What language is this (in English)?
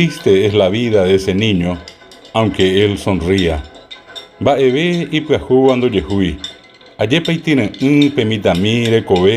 Guarani